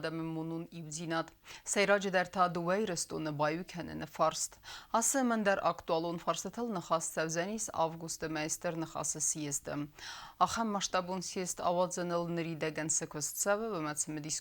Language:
Ossetic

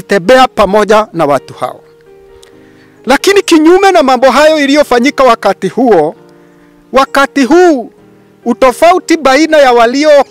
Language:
Swahili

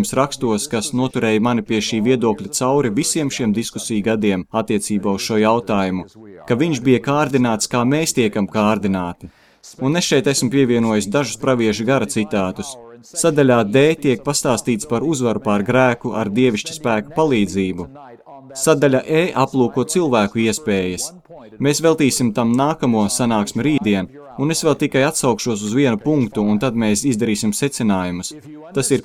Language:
Latvian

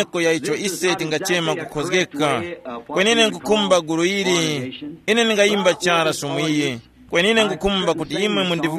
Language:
Tumbuka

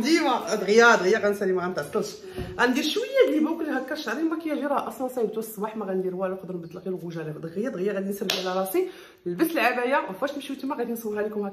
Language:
Moroccan Arabic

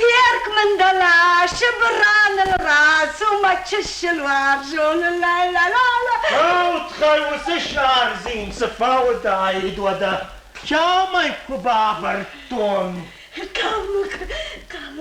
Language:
Ossetic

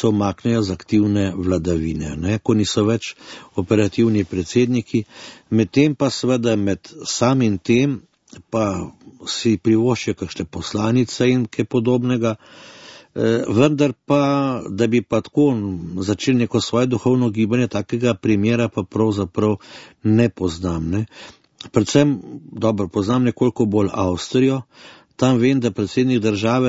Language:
Slovenian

